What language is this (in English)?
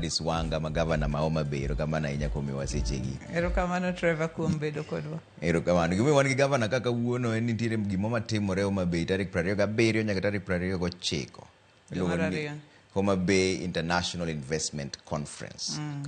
Luo (Kenya and Tanzania)